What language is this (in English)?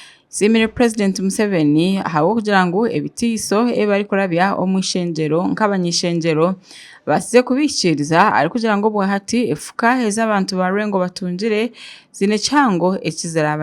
Nyankole